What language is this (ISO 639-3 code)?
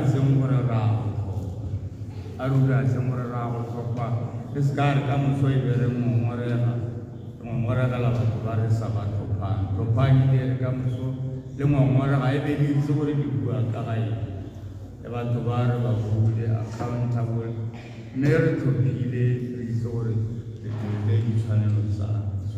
tsn